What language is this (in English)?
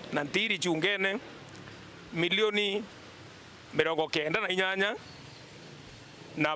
Meru